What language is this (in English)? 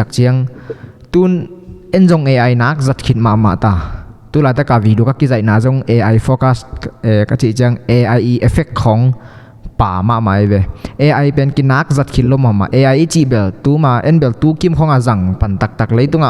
Tedim Chin